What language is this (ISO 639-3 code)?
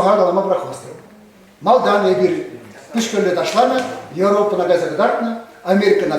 chv